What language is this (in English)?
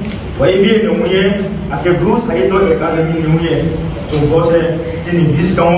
Riang (India)